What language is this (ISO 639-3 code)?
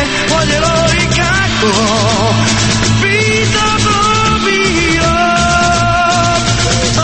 hrv